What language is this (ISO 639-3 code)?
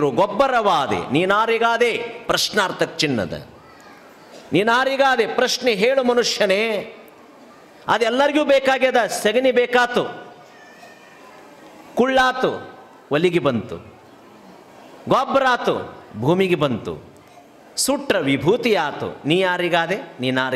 kan